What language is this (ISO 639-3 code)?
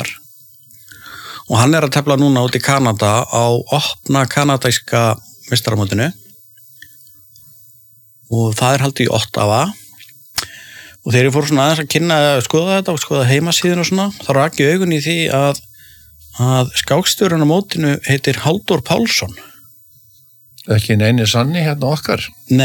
isl